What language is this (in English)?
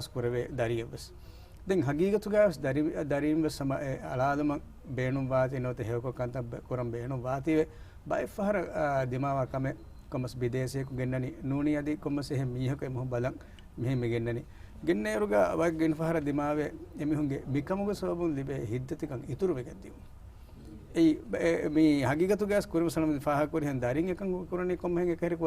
Divehi